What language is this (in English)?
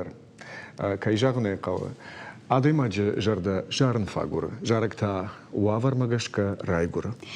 Ossetic